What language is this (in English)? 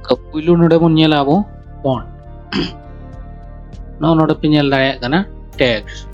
Santali